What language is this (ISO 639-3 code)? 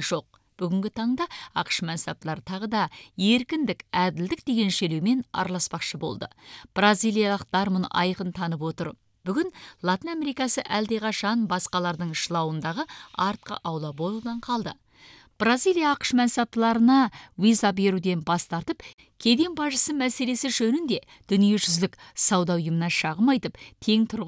kaz